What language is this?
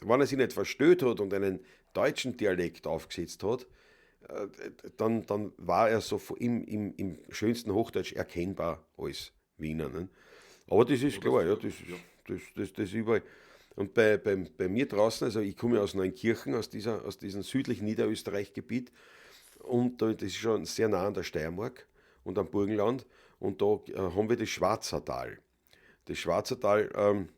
Bavarian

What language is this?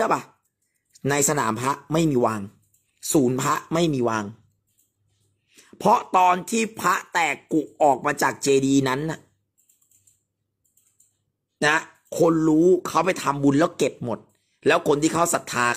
Thai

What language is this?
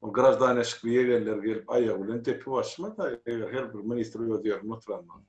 Turkmen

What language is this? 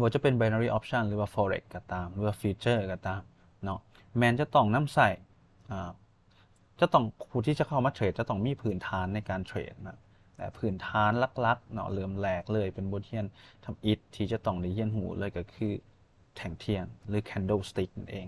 Lao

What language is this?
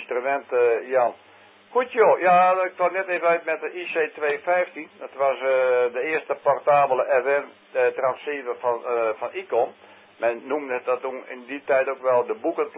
Dutch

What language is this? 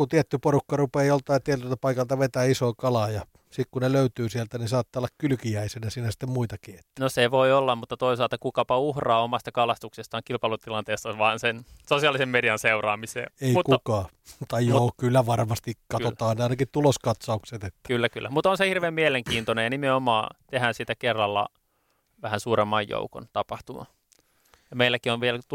Finnish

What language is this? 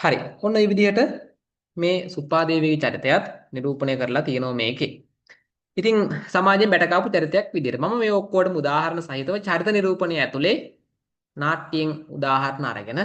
Sinhala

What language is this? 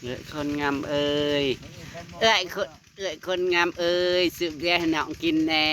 Northeastern Thai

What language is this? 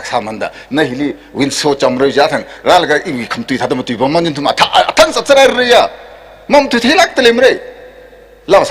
Tangkhul Naga (India)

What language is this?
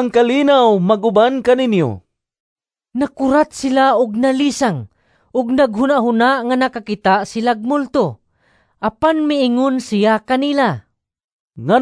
Cebuano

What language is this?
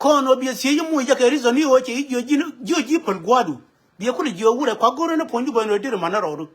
Nuer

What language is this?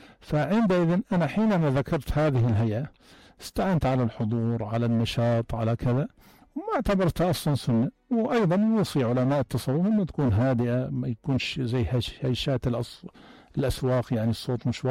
North Levantine Arabic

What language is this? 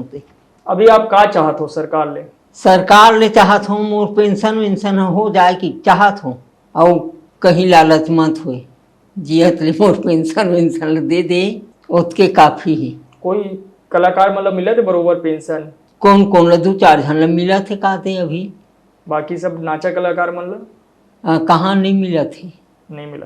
Chhattisgarhi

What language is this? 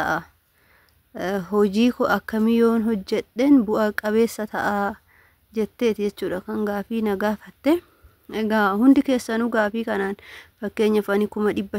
Oromo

